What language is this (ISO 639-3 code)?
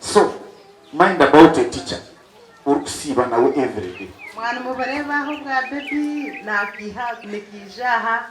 nyn